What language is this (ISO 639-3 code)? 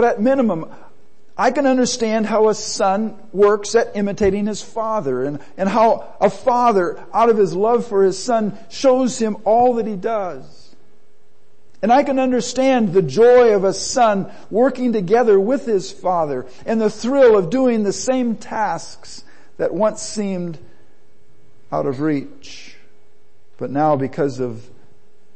eng